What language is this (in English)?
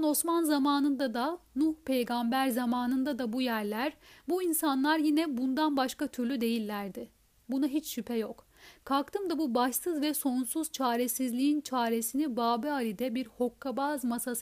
Turkish